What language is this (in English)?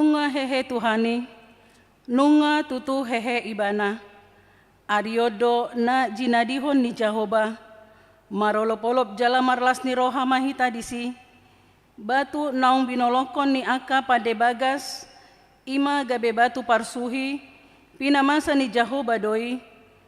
Batak Toba